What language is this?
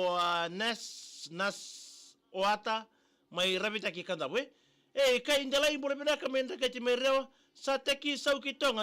Fijian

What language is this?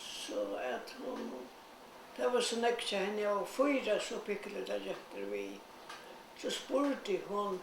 Faroese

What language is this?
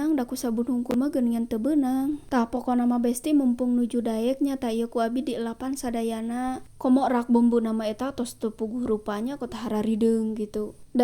Sundanese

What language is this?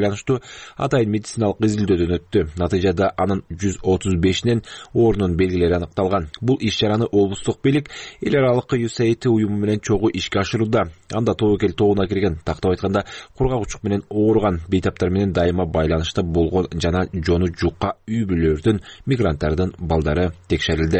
Kyrgyz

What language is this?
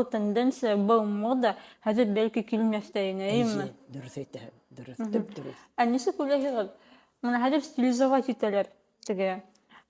Bashkir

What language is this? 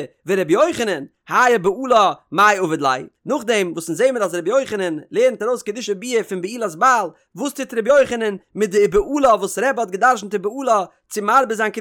Yiddish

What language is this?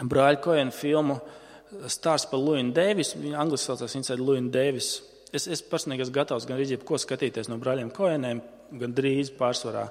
Latvian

